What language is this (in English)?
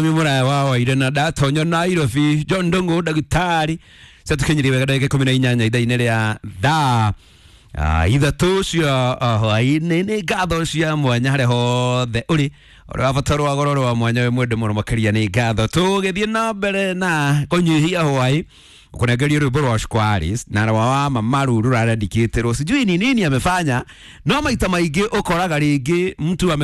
Kikuyu